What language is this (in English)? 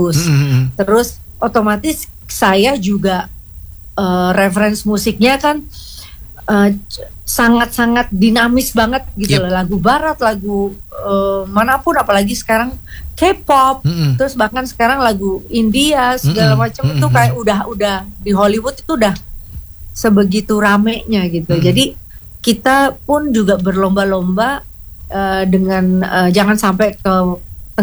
Indonesian